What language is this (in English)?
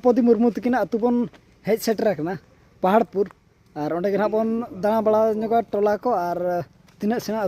Santali